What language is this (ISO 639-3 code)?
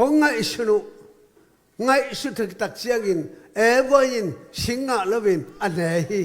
ctd